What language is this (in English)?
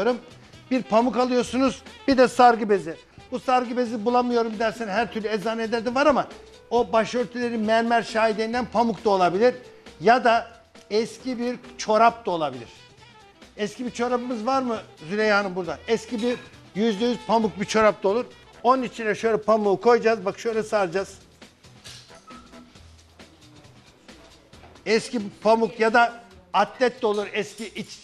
Turkish